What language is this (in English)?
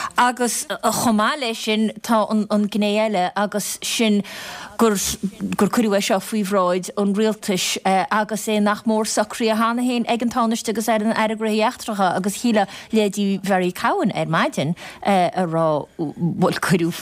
Irish